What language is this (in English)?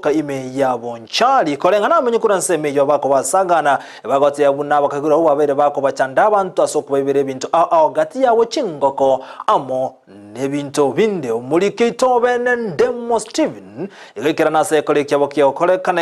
Gusii